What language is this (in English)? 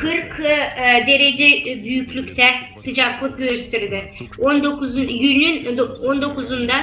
Gagauz